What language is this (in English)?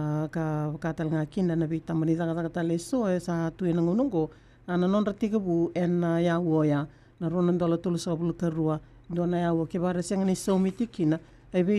Fijian